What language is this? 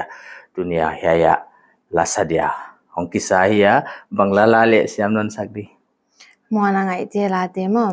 Paite Chin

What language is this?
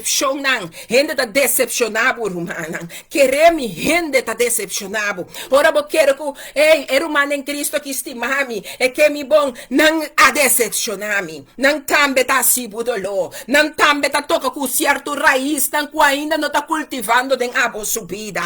Papiamento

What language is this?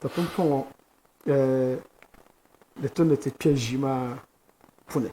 Dagbani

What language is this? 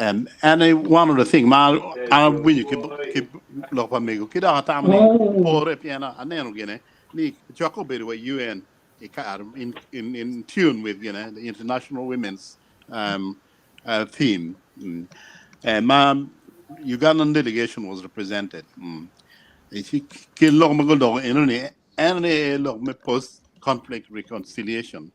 Acoli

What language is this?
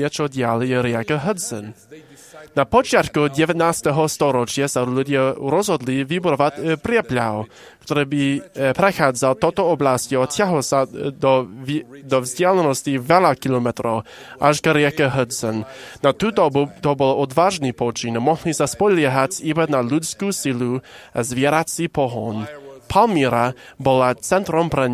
Slovak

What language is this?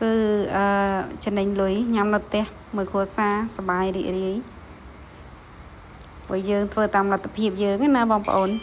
Khmer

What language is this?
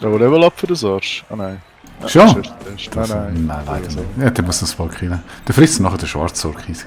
Swiss German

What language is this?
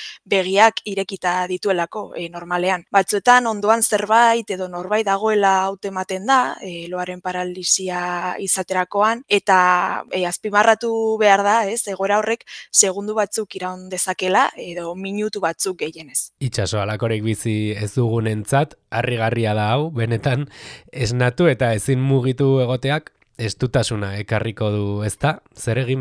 Basque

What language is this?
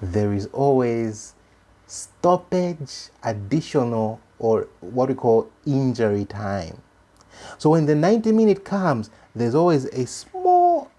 English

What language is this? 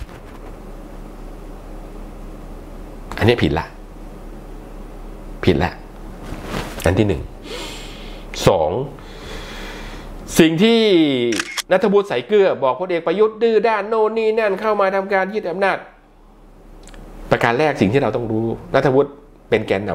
Thai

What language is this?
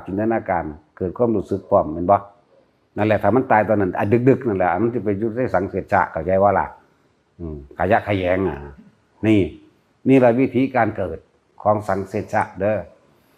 Northeastern Thai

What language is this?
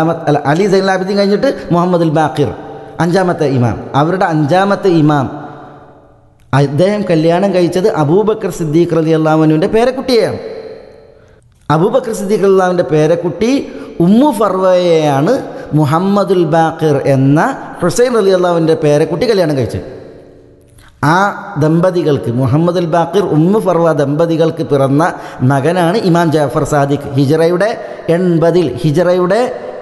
Malayalam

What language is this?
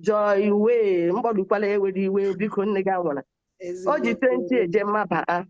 Igbo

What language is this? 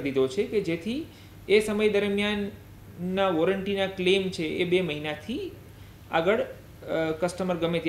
Gujarati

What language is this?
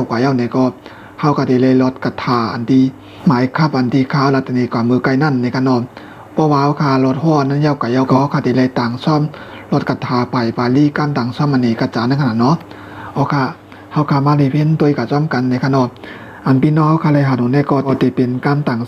Shan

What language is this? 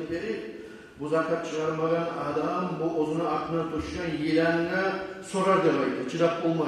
Kumyk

